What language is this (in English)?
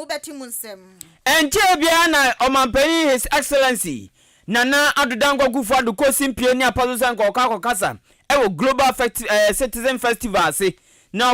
Akan